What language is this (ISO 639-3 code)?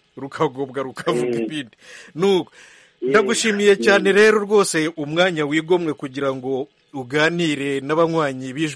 kin